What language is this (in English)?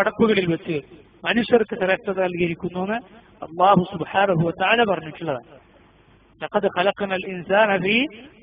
Malayalam